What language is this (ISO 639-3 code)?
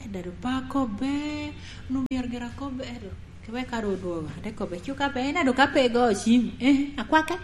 laj